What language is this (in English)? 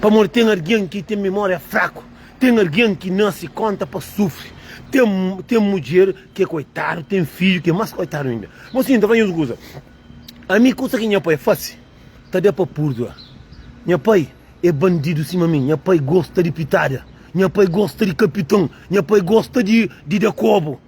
Kabuverdianu